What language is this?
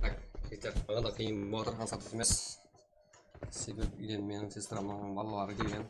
Kara-Kalpak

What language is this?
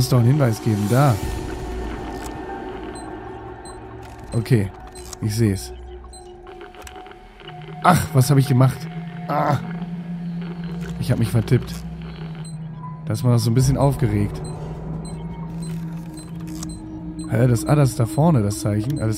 German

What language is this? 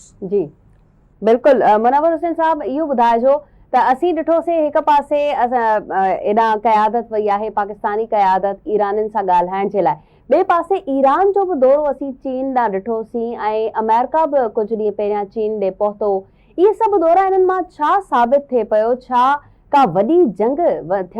Sindhi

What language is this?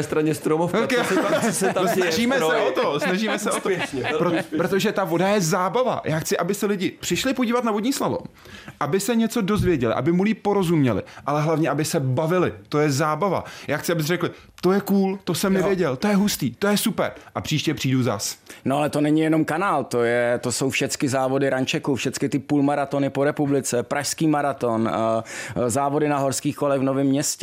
Czech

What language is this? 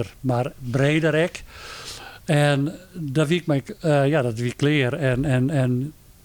Western Frisian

